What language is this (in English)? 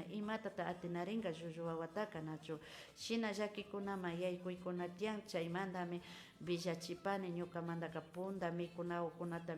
Imbabura Highland Quichua